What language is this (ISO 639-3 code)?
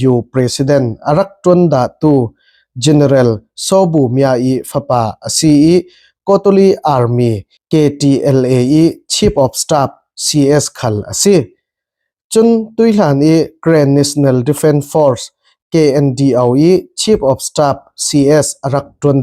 cfm